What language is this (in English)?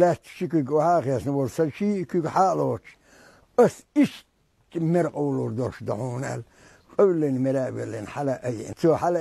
Chechen